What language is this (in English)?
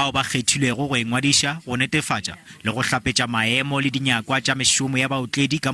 Northern Sotho